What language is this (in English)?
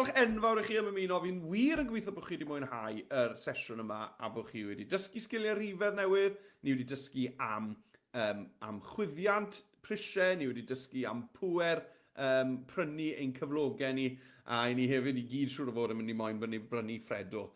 Welsh